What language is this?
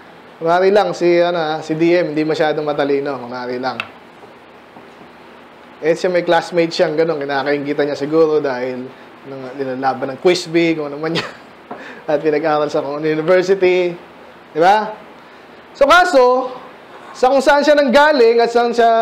Filipino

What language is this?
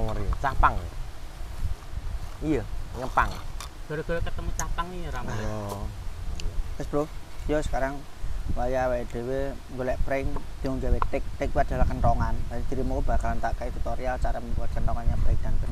Javanese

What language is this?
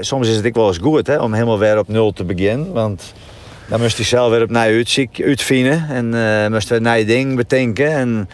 Western Frisian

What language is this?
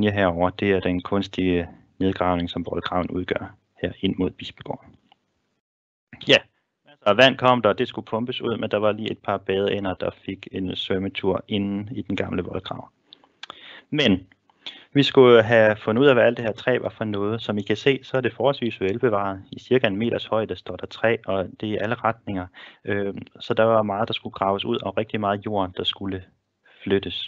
Danish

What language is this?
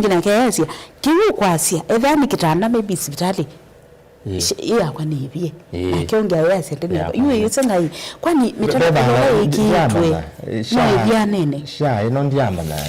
Kamba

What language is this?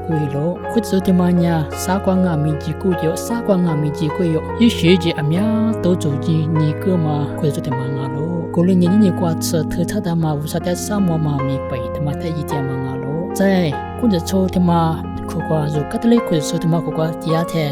Lisu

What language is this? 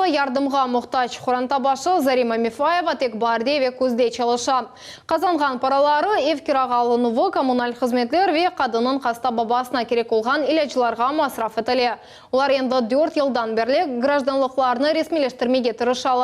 Crimean Tatar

